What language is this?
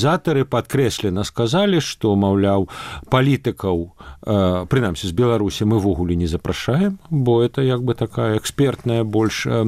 Belarusian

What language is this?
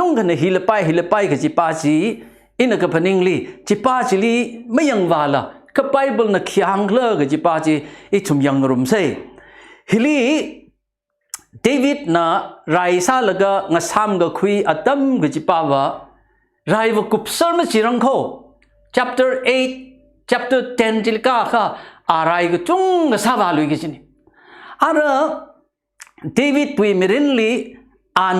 Tangkhul Naga (India)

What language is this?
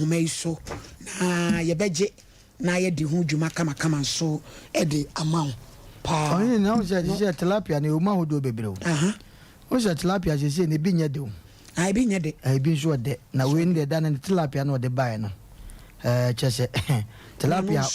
Akan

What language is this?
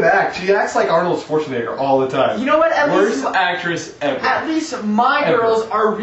English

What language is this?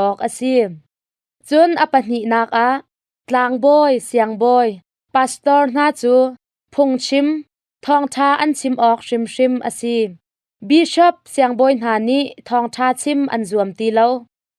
Hakha Chin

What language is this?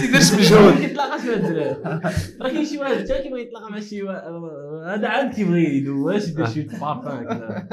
Moroccan Arabic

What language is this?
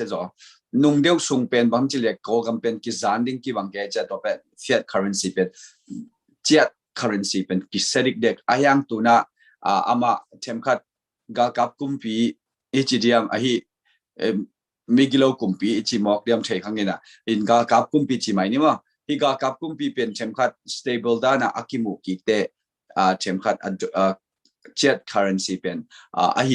Tedim Chin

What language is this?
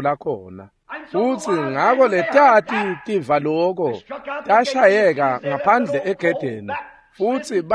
Swati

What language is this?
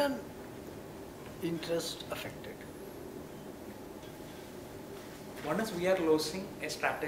English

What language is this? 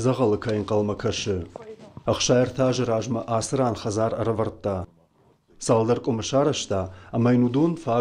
Ossetic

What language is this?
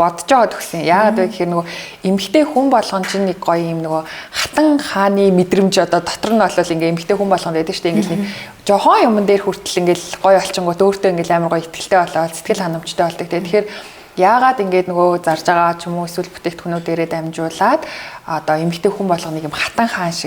Mongolian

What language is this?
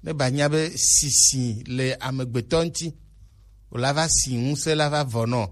Gen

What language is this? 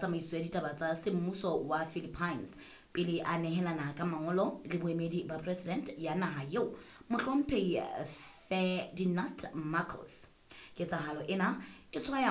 Southern Sotho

